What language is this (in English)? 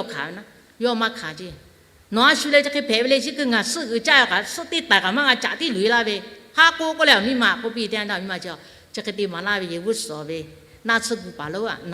Lahu